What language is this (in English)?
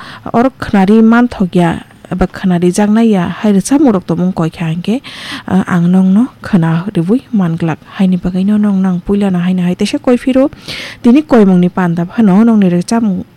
Kok Borok